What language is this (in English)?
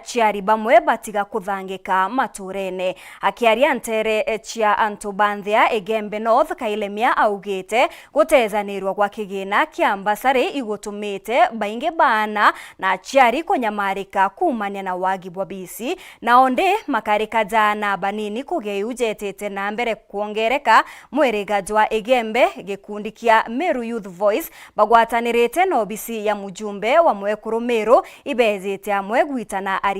Meru